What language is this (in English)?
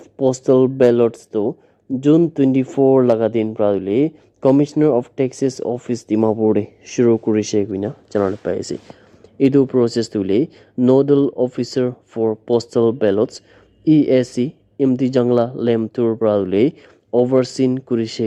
Naga Pidgin